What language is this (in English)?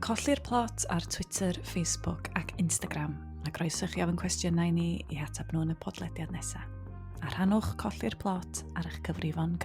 Welsh